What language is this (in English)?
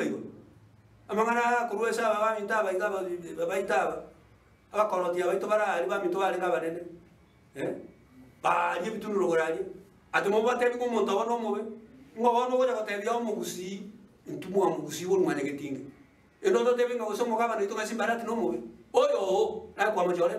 Gusii